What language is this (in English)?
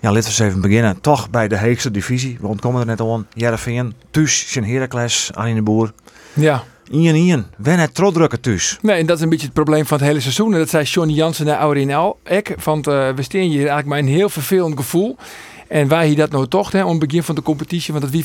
Western Frisian